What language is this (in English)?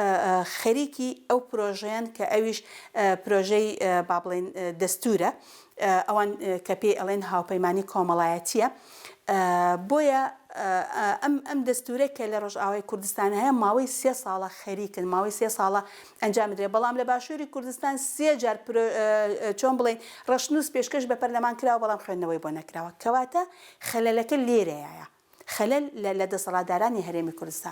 Central Kurdish